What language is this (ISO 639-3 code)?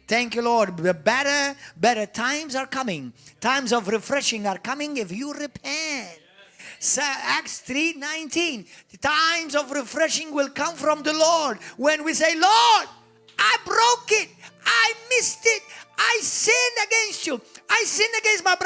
eng